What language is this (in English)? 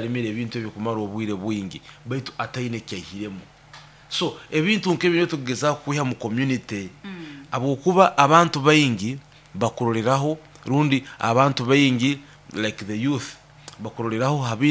Nyoro